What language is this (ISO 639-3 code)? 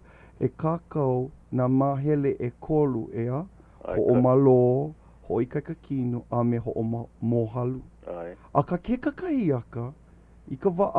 haw